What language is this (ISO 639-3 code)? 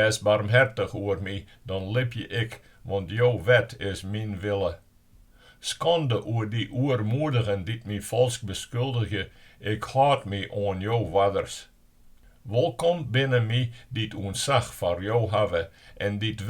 fry